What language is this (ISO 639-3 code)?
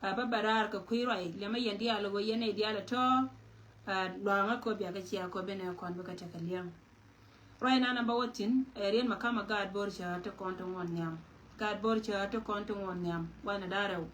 nus